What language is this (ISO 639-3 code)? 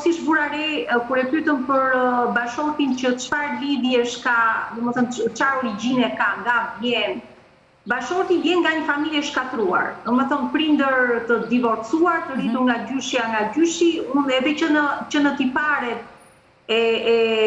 sqi